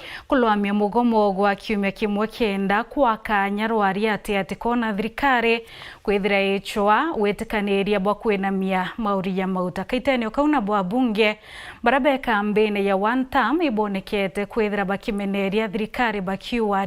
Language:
Meru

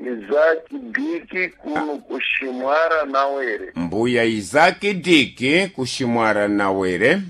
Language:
Sena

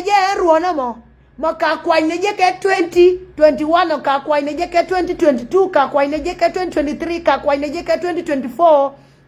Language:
Nuer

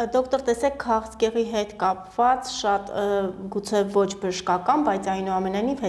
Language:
Armenian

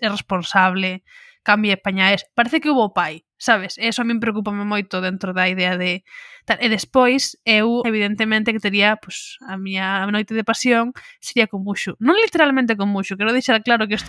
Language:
Galician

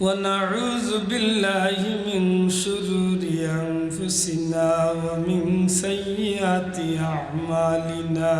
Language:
Sylheti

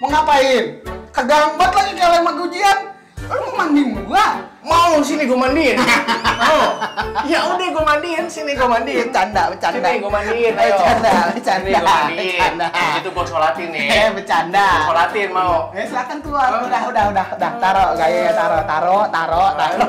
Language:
Betawi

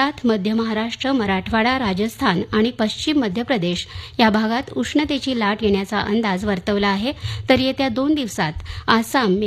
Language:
Marathi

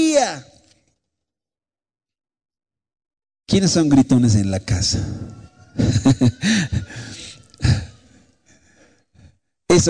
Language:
Spanish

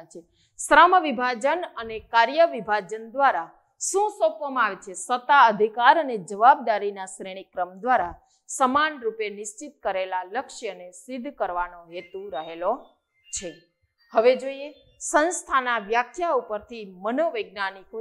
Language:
Gujarati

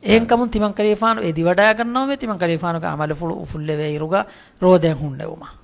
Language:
Divehi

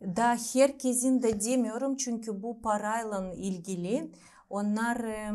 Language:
Gagauz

